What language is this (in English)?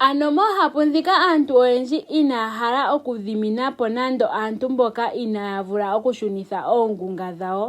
Ndonga